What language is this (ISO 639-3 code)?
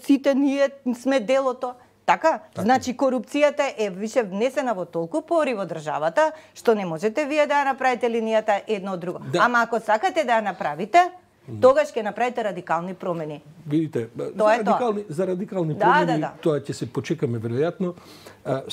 mkd